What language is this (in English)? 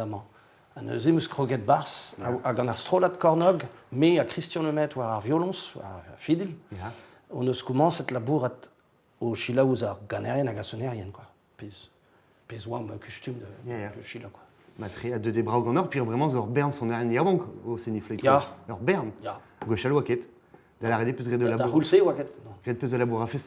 Breton